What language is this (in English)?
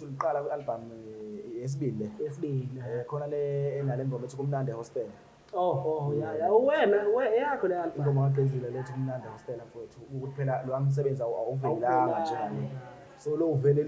Zulu